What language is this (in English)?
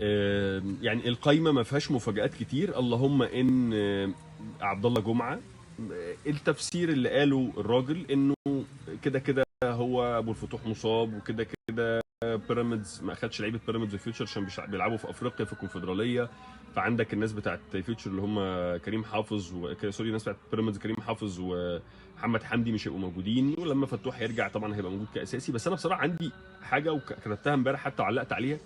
Egyptian Arabic